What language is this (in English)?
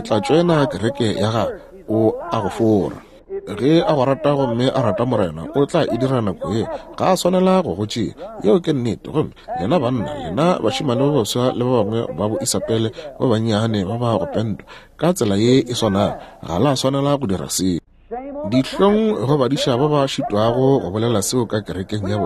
Northern Sotho